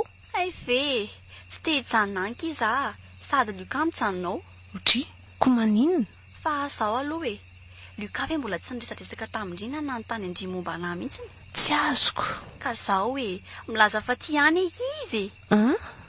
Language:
Malagasy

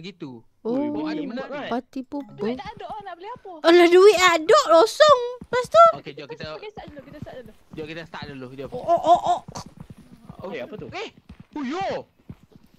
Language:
Malay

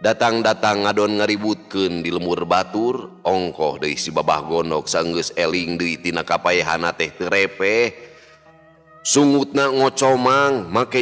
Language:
Sundanese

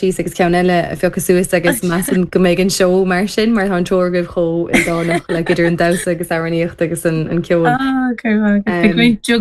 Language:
Irish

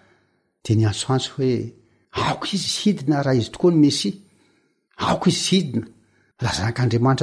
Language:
Malagasy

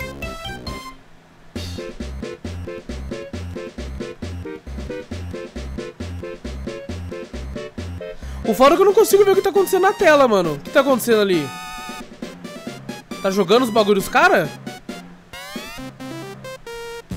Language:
Portuguese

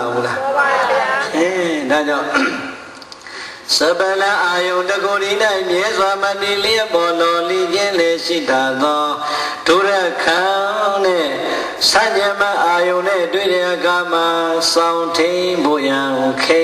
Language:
Burmese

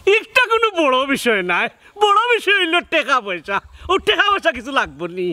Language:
Sylheti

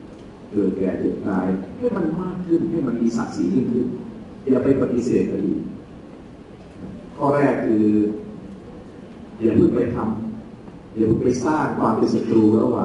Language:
Thai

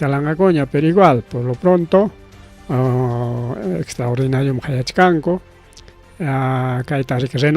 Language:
Ayacucho Quechua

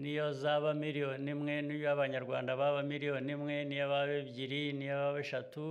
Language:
Kinyarwanda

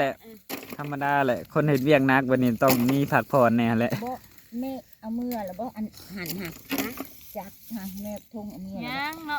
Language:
Northeastern Thai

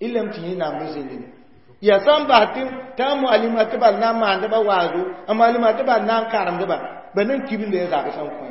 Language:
Mossi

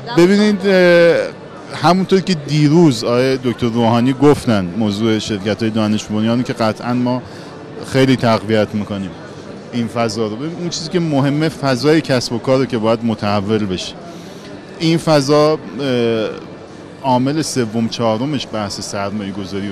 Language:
Persian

